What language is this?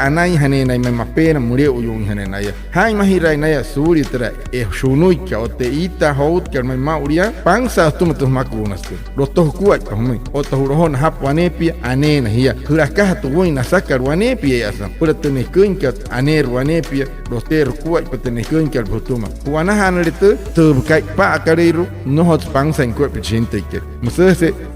Wayuu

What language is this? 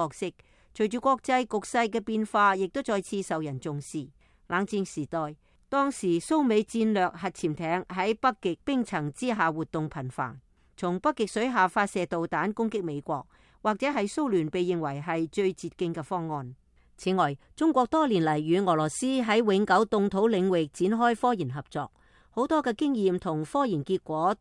Cantonese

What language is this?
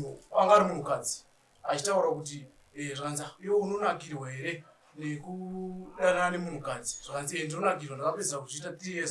Shona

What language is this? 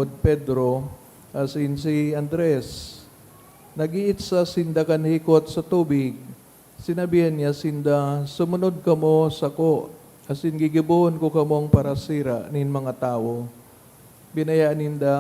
Bikol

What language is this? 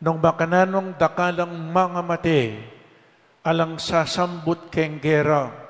Pampanga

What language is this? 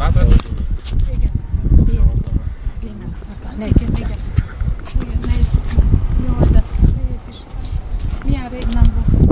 Hungarian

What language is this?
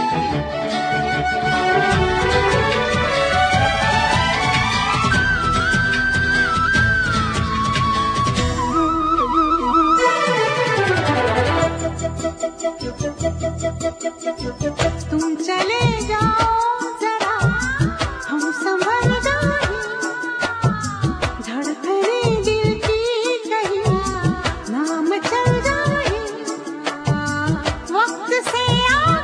Hindi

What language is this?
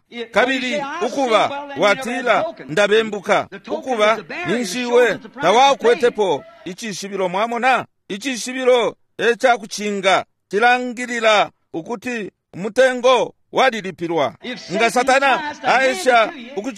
Bemba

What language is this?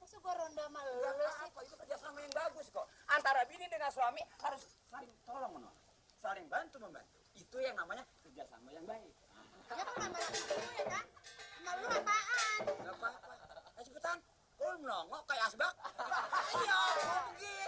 Betawi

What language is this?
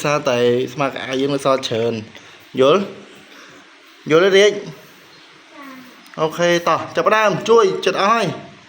Khmer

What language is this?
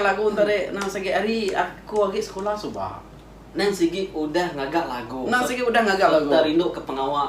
Iban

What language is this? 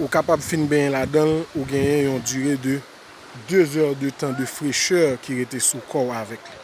Haitian Creole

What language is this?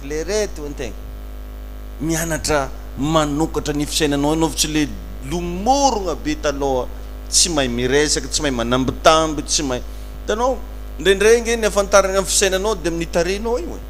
Malagasy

